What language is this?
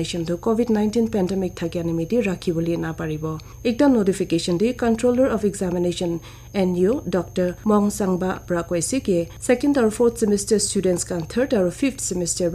Naga Pidgin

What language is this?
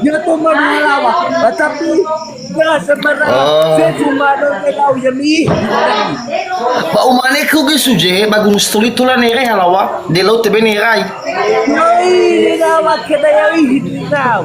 Nias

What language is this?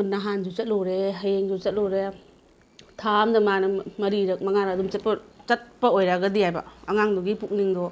Manipuri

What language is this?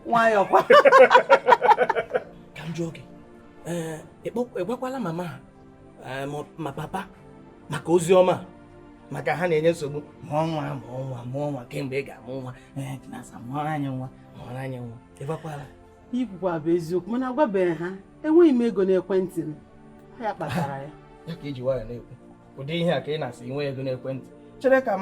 Igbo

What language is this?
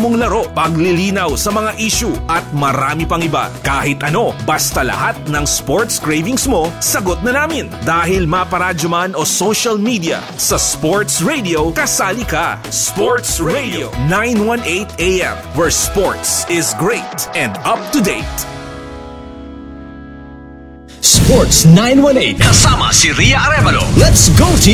Filipino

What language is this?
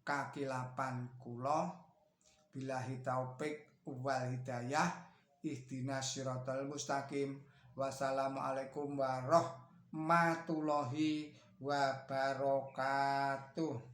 Javanese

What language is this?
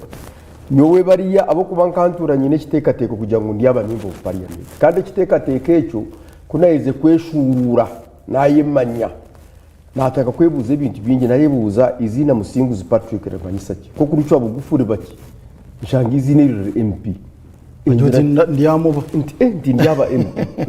Nyankole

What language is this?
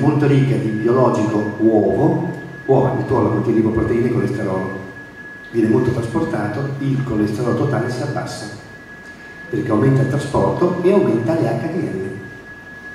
Italian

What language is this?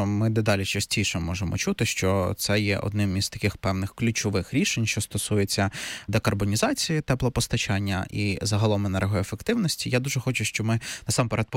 Ukrainian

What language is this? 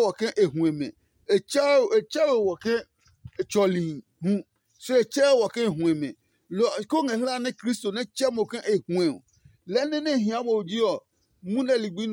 Adangme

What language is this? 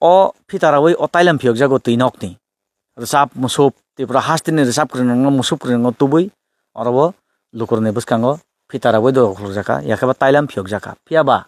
Kok Borok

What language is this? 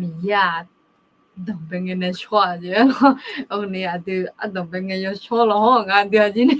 Akha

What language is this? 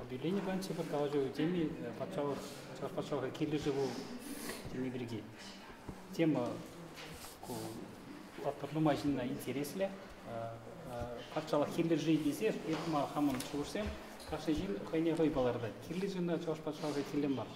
Chuvash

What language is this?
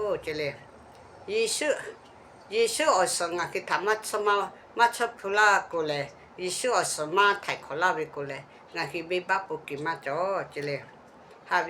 Lahu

